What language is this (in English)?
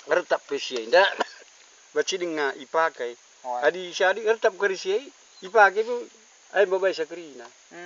Batak Karo